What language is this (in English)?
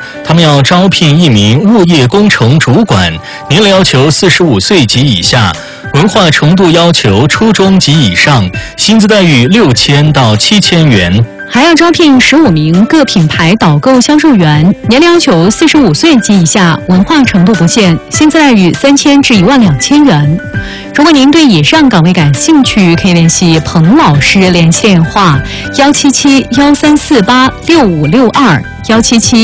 Chinese